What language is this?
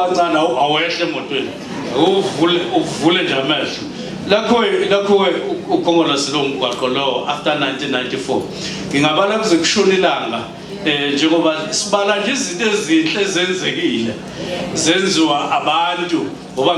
Zulu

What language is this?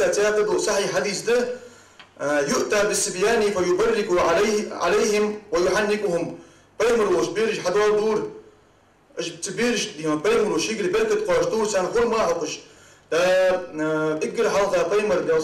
Ingush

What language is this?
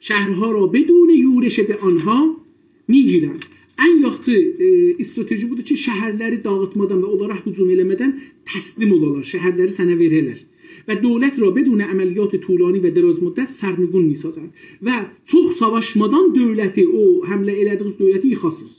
South Azerbaijani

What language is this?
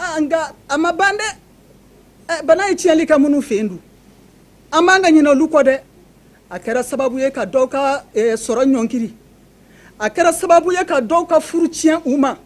Bambara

